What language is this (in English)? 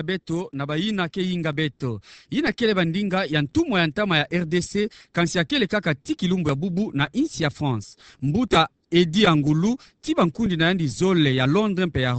Kituba (Democratic Republic of Congo)